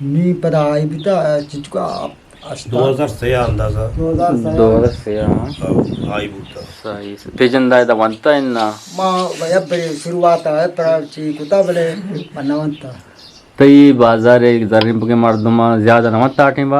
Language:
Eastern Balochi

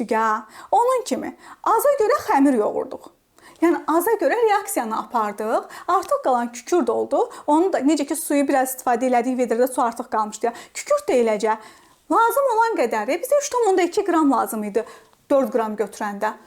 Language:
Azerbaijani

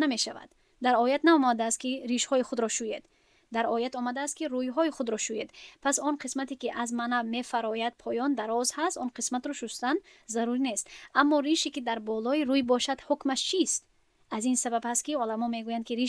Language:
Tajik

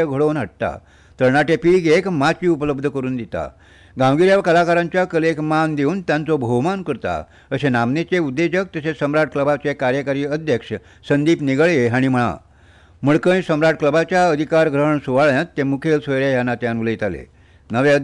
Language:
Konkani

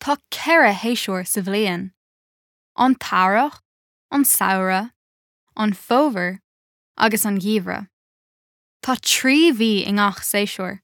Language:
Irish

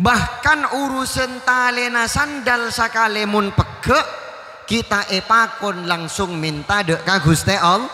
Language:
Madurese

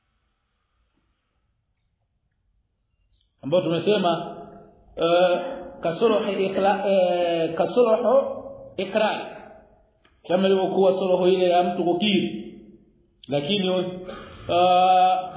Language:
Swahili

